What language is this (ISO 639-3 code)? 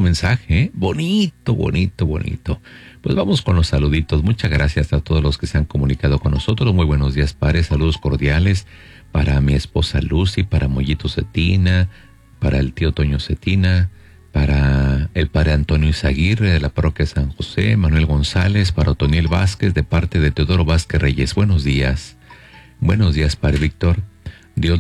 spa